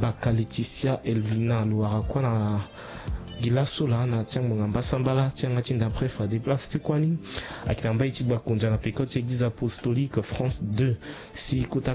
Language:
Sango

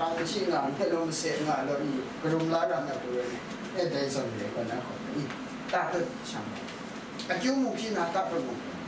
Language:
Kachin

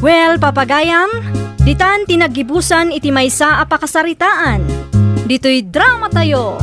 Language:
Iloko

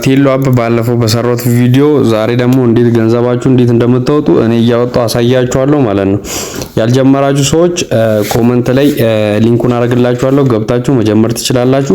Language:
Amharic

